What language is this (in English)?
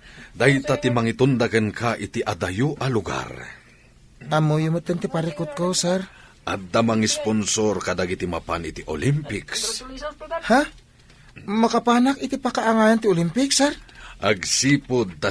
Iloko